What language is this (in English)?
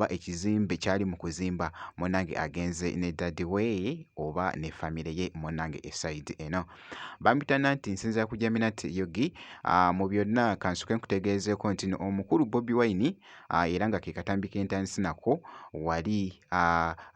Ganda